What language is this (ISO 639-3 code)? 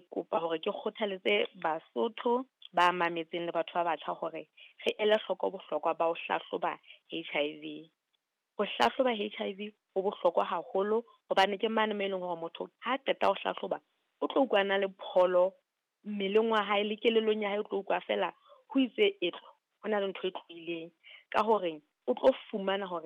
sot